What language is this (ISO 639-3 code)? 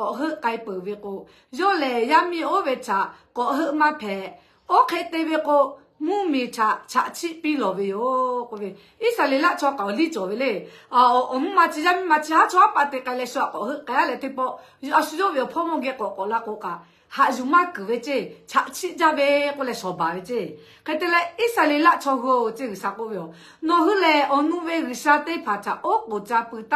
lhu